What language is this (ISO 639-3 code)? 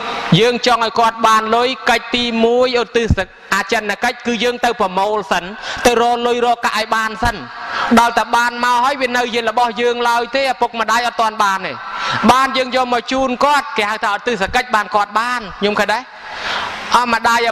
khm